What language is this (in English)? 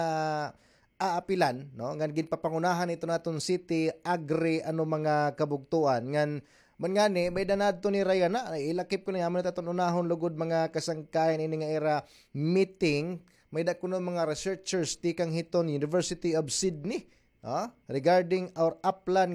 Waray